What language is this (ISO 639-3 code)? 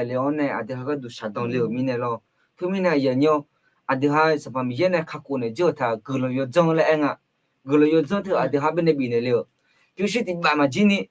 ahk